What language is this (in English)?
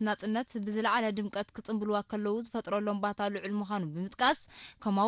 Tigrinya